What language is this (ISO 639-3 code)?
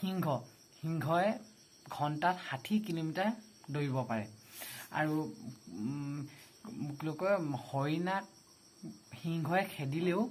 asm